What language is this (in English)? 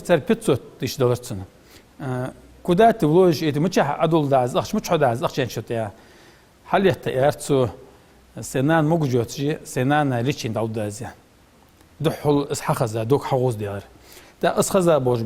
Ingush